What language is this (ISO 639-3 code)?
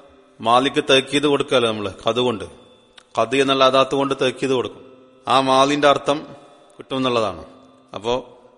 mal